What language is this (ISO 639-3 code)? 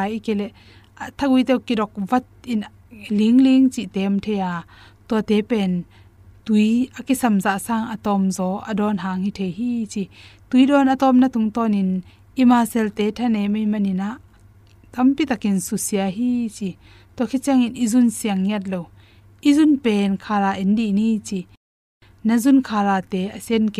ctd